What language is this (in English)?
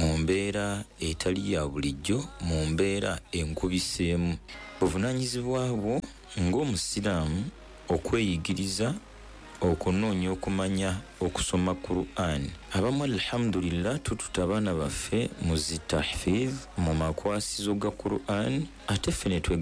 Ganda